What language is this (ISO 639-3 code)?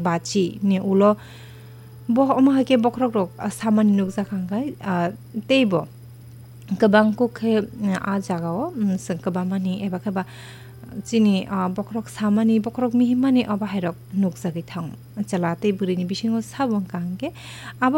trp